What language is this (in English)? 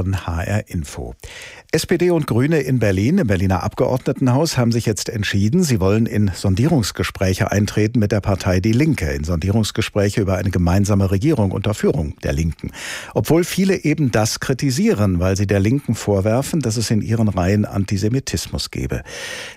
German